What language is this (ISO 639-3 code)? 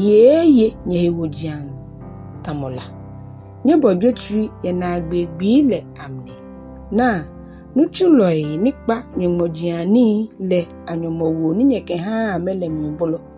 gaa